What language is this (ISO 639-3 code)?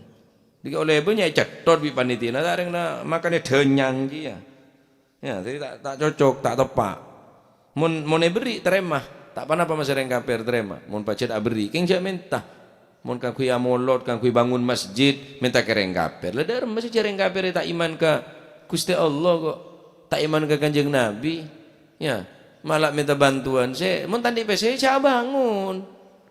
mad